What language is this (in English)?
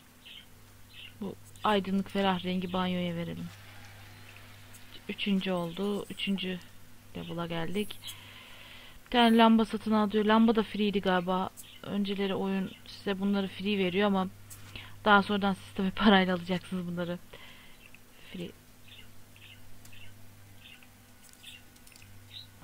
Turkish